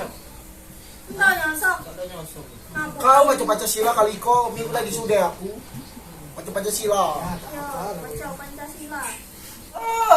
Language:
Musi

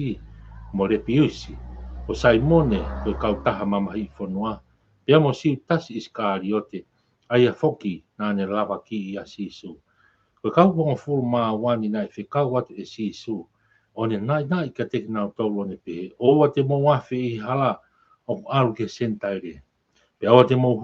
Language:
Tongan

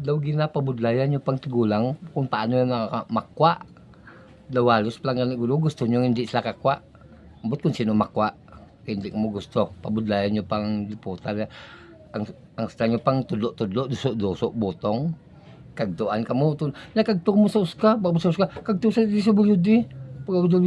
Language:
Hiligaynon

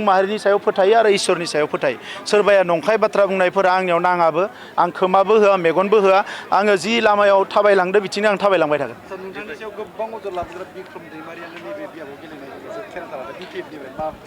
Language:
Bodo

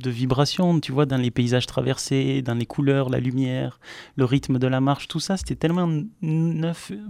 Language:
French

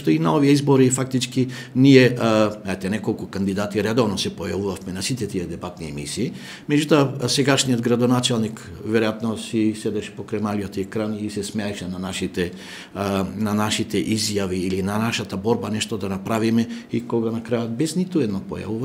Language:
Macedonian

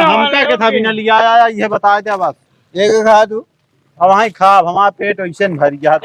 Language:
Awadhi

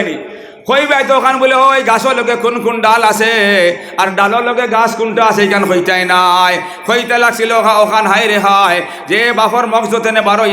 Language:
Sylheti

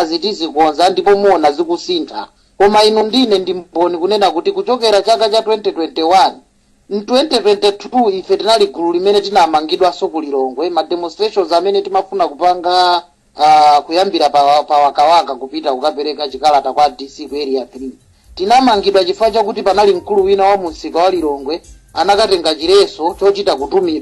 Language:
Nyanja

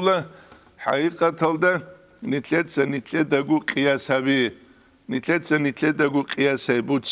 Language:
Avaric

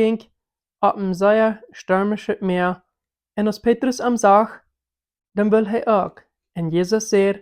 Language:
Plautdietsch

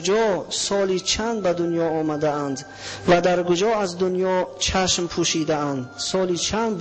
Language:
Tajik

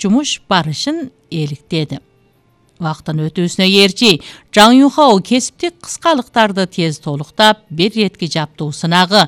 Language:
Kyrgyz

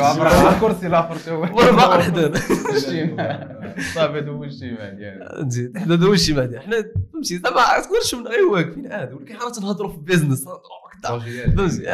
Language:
Moroccan Arabic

